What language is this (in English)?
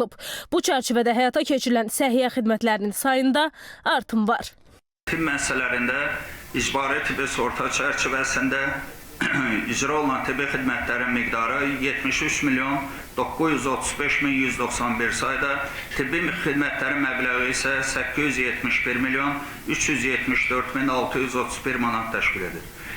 Azerbaijani